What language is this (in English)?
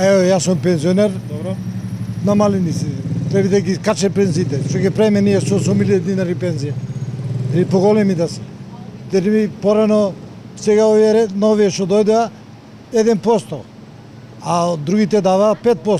Macedonian